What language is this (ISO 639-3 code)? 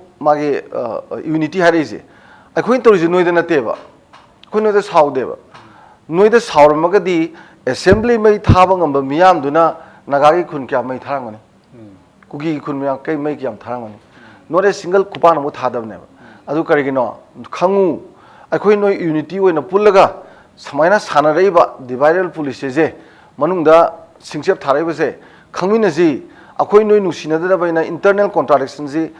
mni